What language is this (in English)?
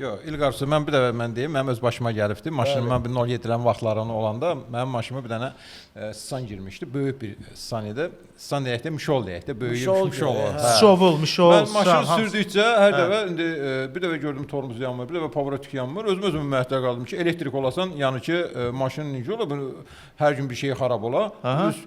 Azerbaijani